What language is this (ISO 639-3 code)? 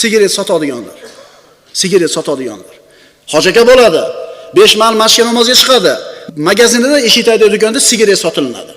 uzb